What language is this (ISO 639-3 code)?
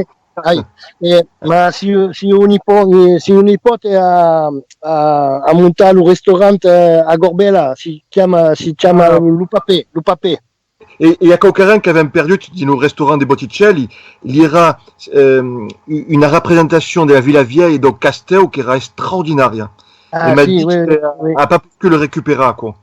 oci